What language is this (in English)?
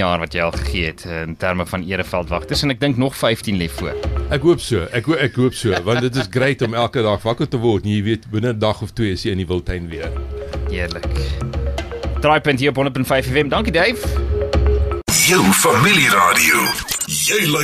Afrikaans